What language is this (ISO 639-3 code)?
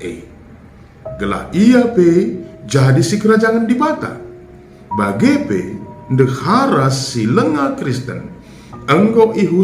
btx